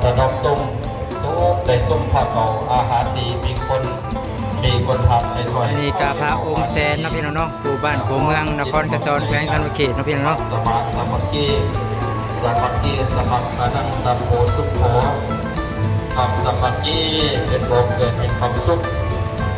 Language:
Lao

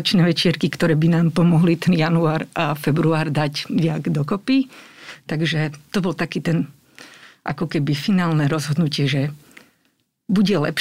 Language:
Slovak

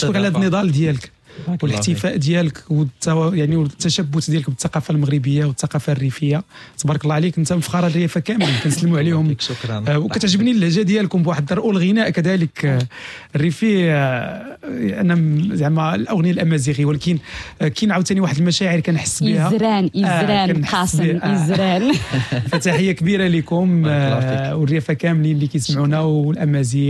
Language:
Moroccan Arabic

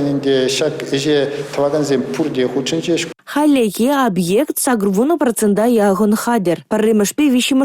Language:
Chuvash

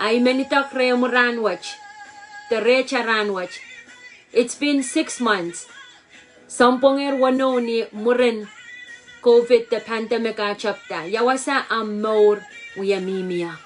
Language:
Pohnpeian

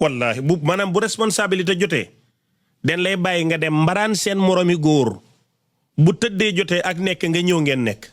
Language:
Wolof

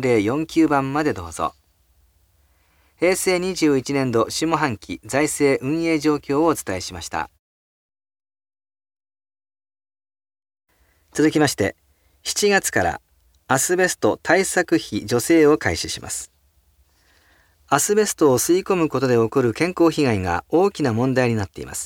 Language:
Japanese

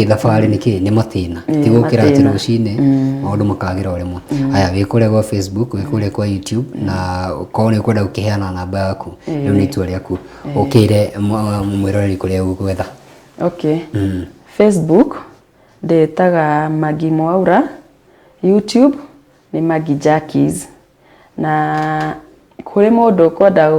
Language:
Kikuyu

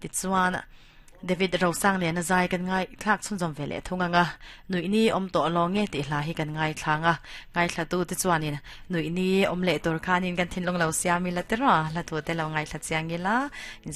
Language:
Mizo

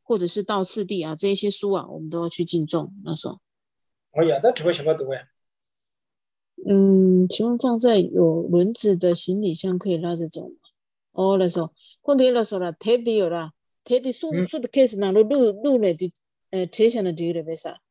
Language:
Chinese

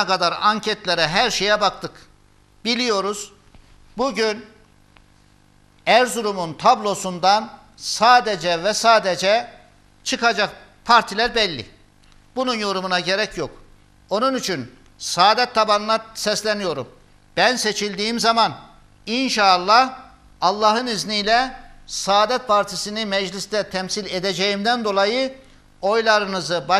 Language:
Turkish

